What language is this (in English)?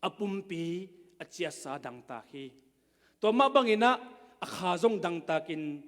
Tedim Chin